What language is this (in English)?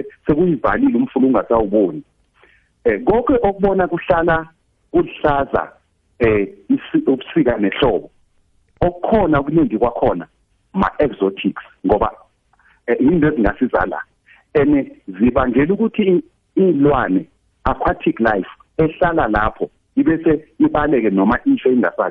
South Ndebele